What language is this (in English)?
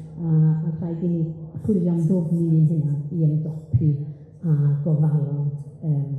Welsh